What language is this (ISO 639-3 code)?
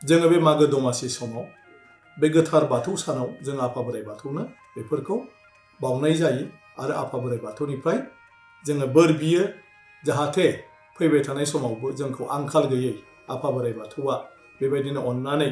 brx